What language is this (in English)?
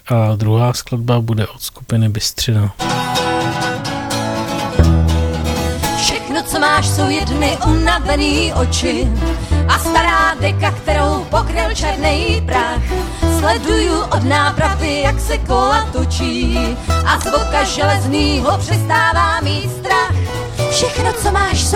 Czech